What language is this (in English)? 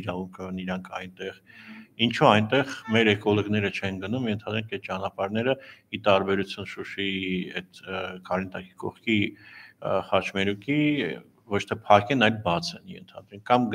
Armenian